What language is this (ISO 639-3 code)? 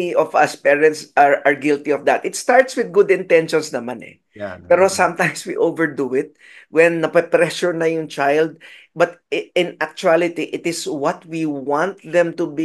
fil